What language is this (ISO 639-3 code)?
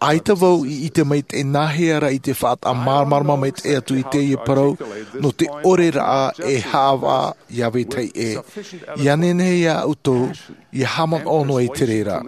tah